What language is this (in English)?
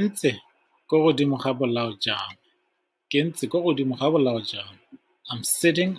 Tswana